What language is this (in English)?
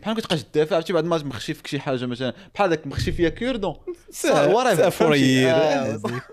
Moroccan Arabic